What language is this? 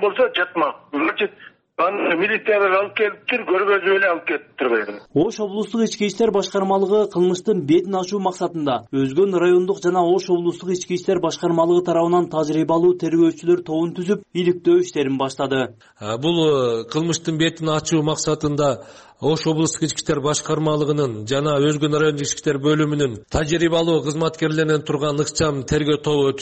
Kyrgyz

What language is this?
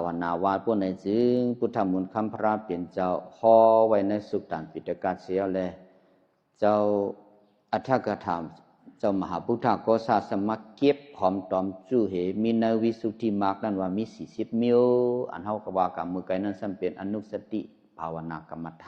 Shan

